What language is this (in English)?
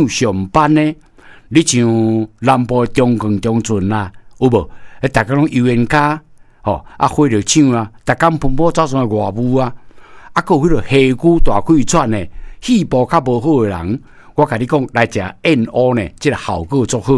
Min Nan Chinese